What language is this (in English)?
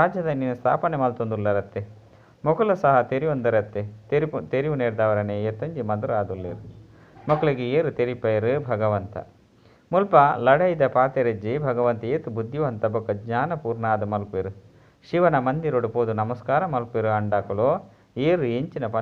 Tulu